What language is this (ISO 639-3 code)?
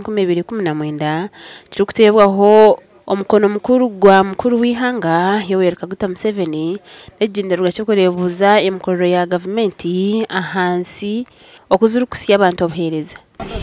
nyn